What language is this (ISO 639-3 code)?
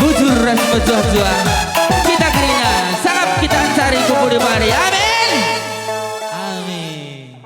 btx